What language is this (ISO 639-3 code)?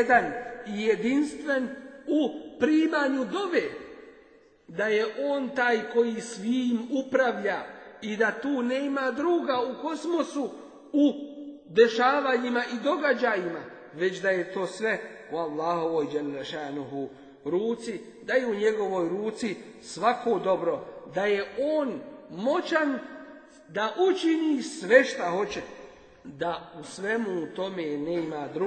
bos